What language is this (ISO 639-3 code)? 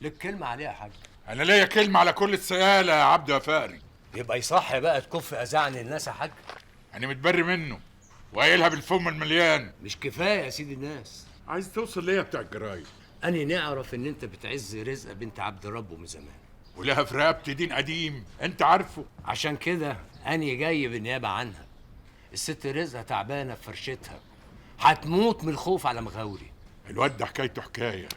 arz